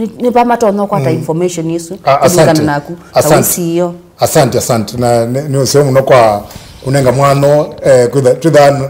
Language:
Kamba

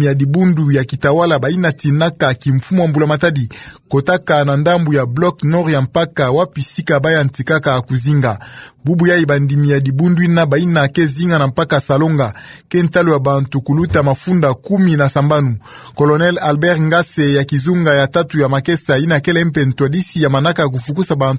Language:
Kituba (Democratic Republic of Congo)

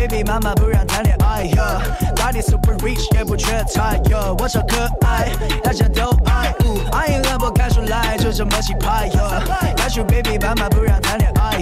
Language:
Chinese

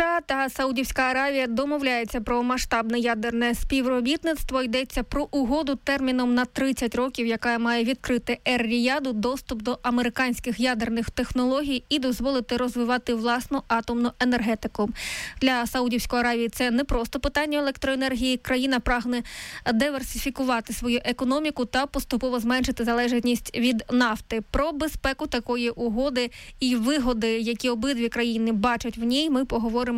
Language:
Ukrainian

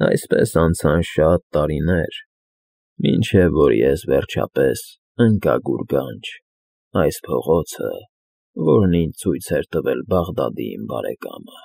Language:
Armenian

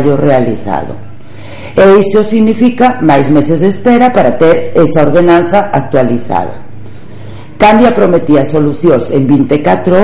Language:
Galician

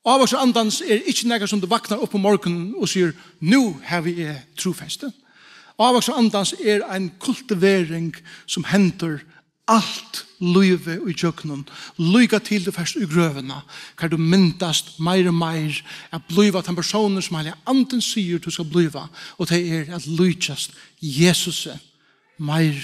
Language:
Faroese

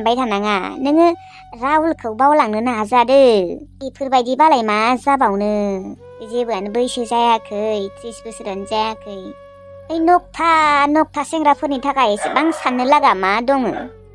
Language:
Bodo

